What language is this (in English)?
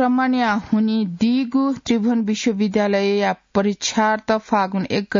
Newari